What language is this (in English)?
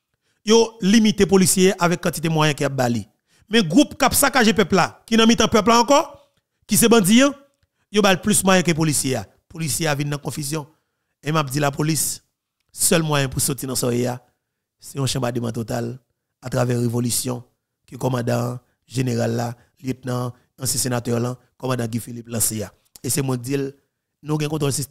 Haitian Creole